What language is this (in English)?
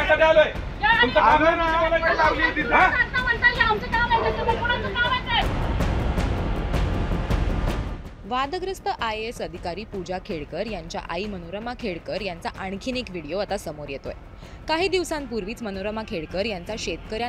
Marathi